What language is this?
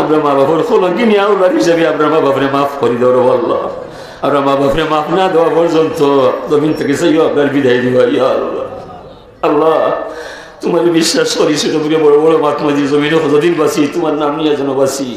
Sylheti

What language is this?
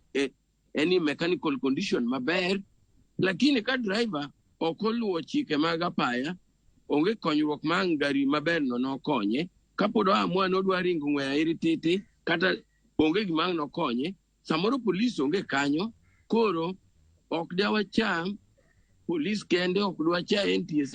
Luo (Kenya and Tanzania)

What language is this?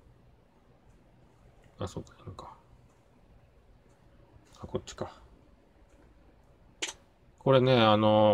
Japanese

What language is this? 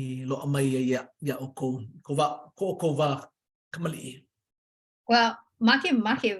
Hawaiian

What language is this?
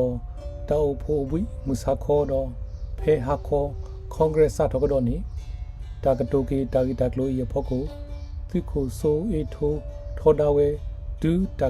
S'gaw Karen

